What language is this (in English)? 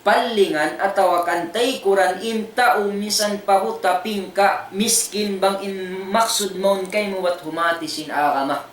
Tausug